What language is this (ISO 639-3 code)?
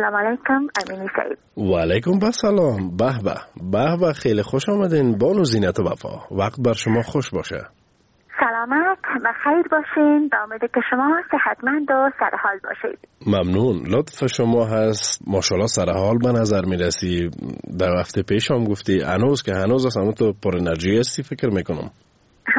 fas